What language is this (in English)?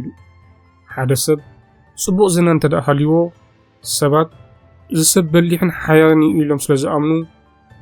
Tigrinya